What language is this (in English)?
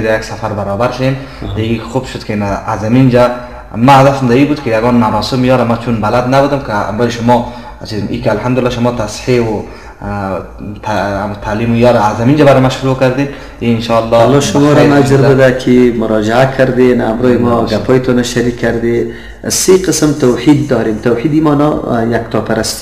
Persian